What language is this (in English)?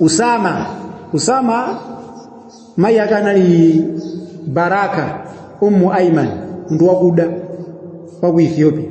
Nyanja